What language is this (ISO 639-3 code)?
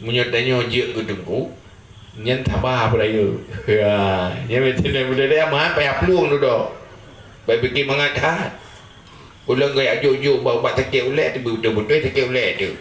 ace